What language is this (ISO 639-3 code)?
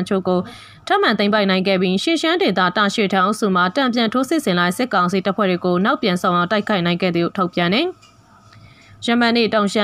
mya